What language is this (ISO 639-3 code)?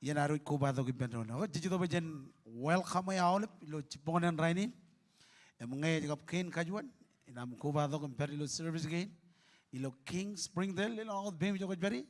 mah